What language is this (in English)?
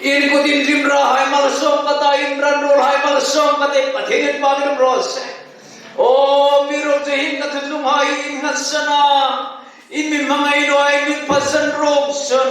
Hmar